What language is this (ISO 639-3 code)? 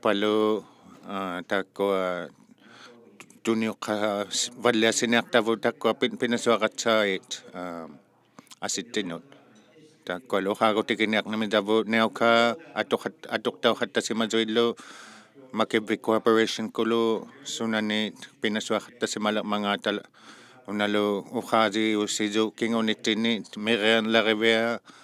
iku